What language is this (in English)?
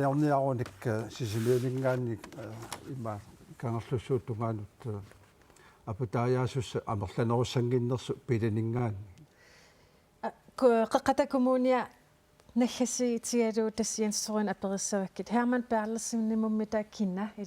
Kalaallisut